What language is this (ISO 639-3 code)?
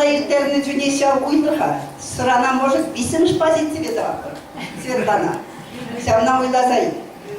chv